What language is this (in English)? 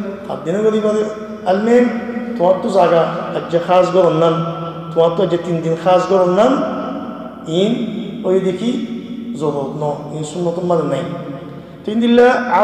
Rohingya